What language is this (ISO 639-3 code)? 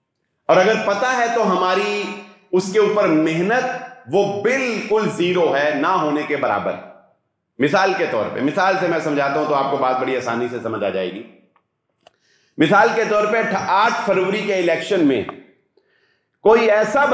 urd